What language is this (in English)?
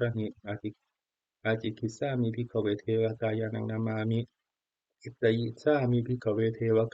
Pali